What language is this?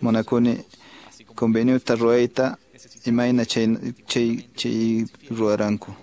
Quechua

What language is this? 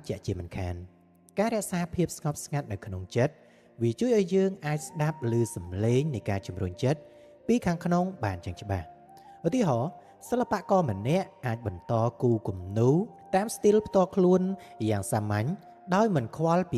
Khmer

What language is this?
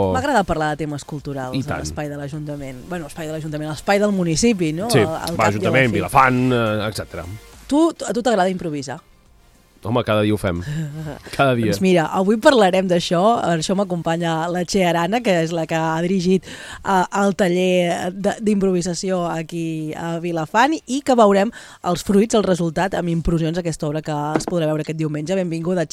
Catalan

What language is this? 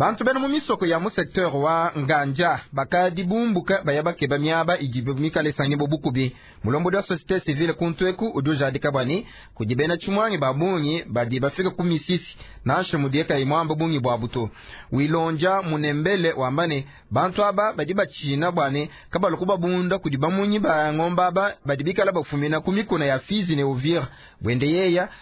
Luba-Lulua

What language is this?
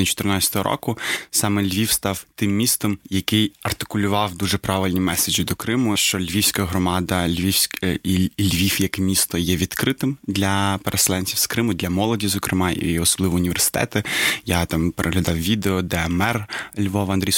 Ukrainian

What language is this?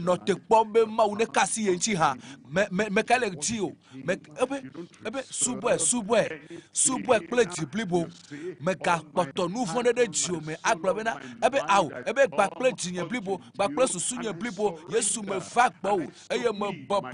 Ewe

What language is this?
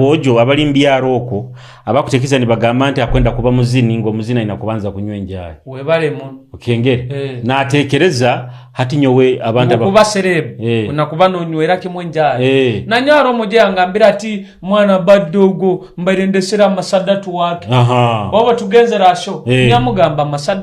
Nyoro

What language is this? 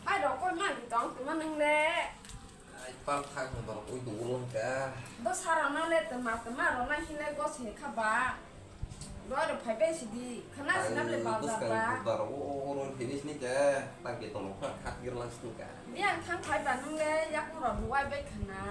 Kok Borok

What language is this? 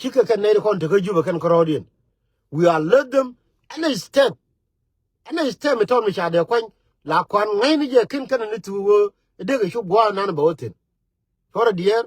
Nuer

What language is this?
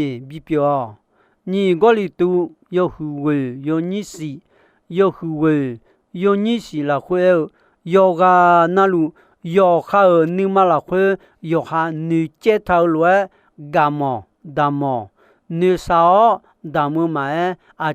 Akha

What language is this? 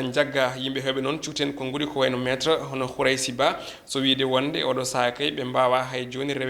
Fula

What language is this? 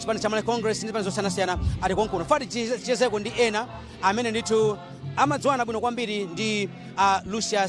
Nyanja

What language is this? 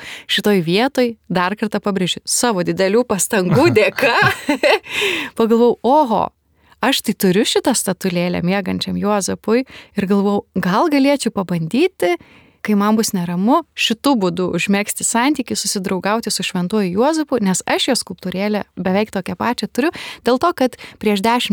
Lithuanian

